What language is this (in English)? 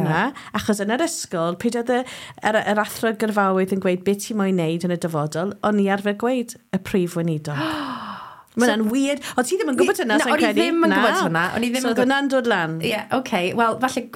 Welsh